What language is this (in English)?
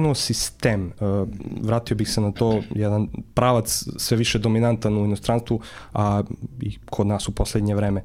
Serbian